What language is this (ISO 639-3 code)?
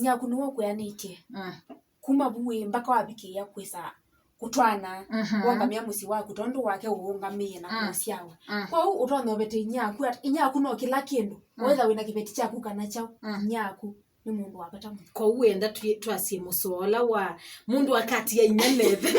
kam